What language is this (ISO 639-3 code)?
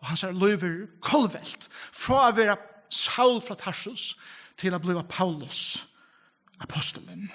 fao